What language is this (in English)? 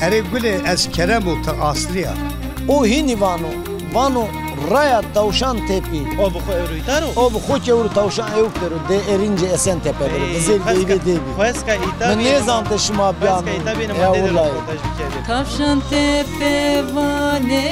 Zaza